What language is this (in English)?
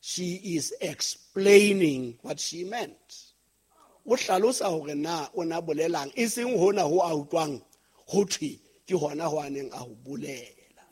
Southern Sotho